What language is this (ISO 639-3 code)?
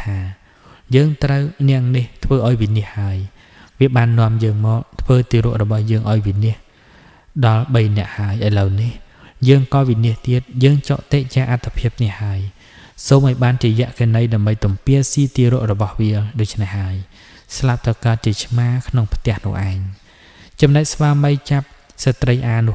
khm